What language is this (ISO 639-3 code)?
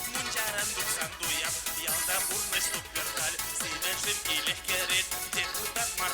chv